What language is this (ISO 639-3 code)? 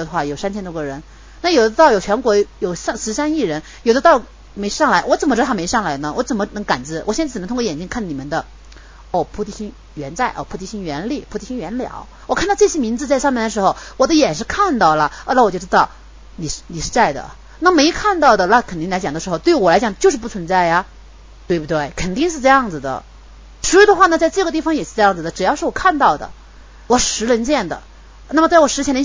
zho